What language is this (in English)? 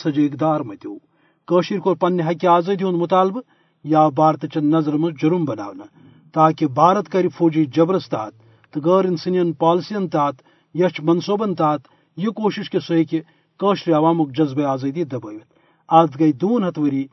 Kashmiri